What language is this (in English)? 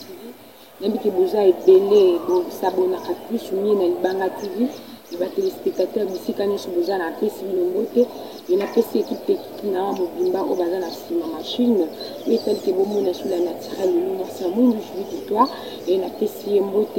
Lingala